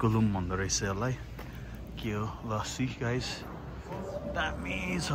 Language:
Nepali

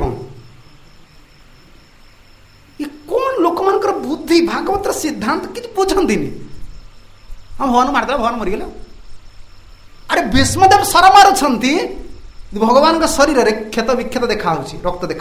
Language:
Odia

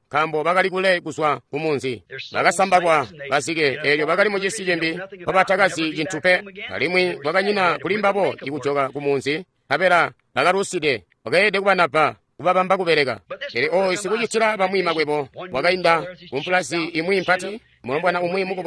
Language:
Tonga (Zambia)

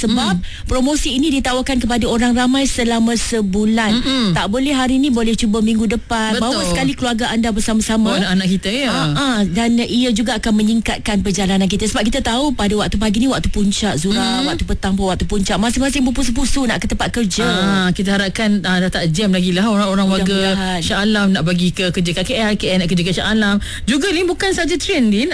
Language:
Malay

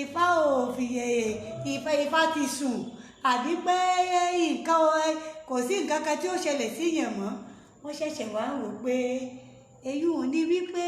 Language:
Yoruba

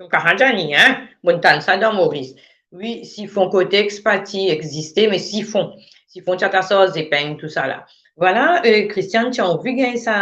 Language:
Morisyen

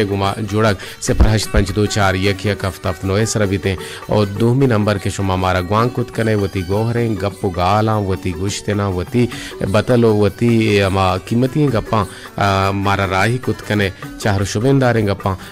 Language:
Baluchi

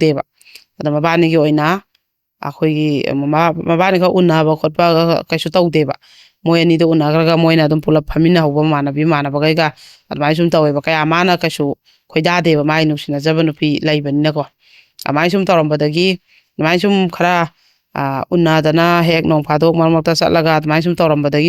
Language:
Manipuri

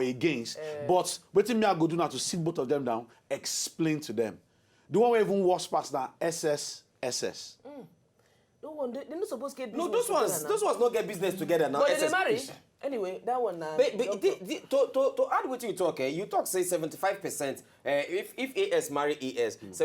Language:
Nigerian Pidgin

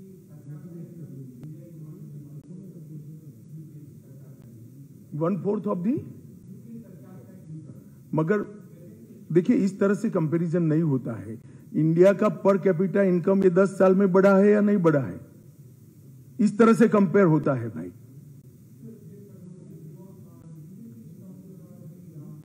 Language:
Hindi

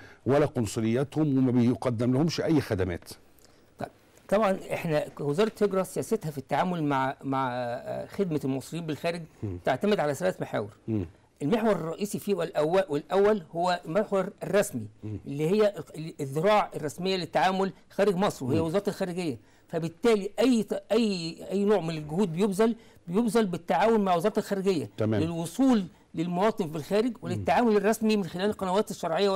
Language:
Egyptian Arabic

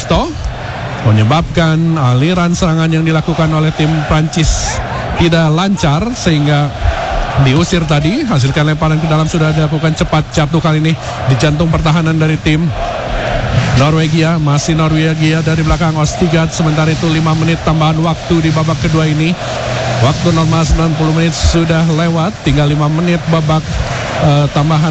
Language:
Indonesian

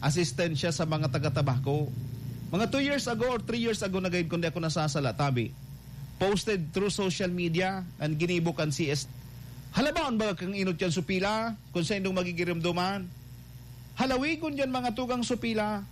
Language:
Bikol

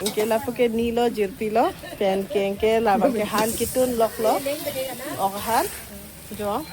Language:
Karbi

